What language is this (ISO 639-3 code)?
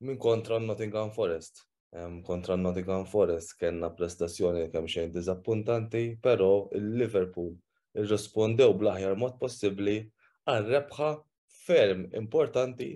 mlt